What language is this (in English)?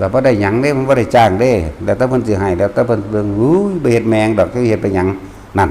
Northeastern Thai